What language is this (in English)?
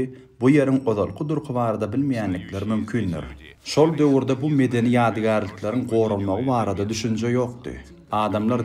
Turkmen